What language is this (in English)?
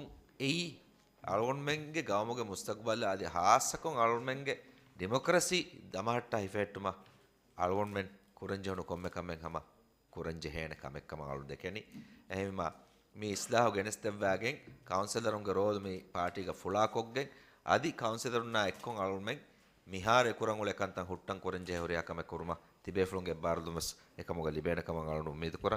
Divehi